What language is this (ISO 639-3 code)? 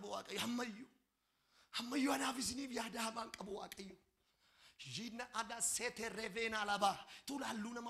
orm